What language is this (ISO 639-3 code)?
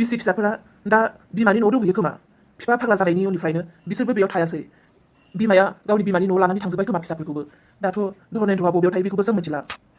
brx